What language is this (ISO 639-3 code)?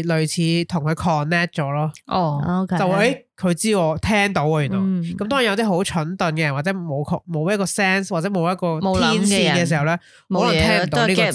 yue